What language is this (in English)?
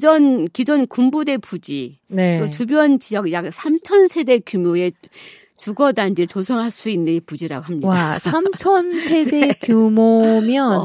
Korean